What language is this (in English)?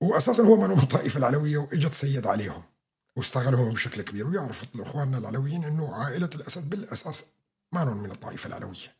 North Levantine Arabic